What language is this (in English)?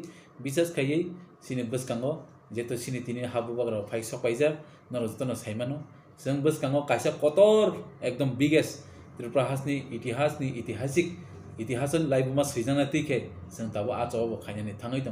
Kok Borok